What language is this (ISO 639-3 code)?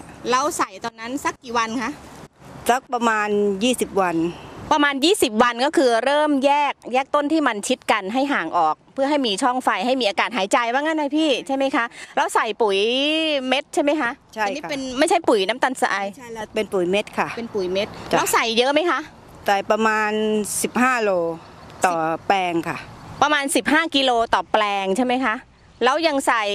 tha